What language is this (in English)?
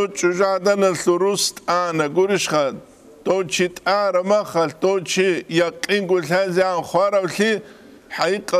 Avaric